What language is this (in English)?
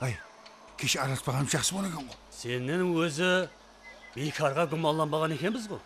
Kara-Kalpak